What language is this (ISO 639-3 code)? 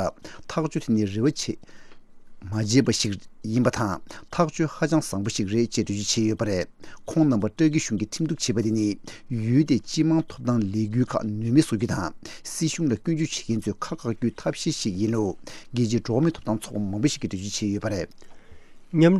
bod